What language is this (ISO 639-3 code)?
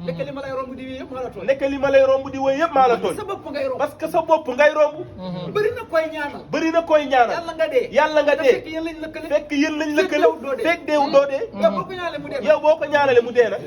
wol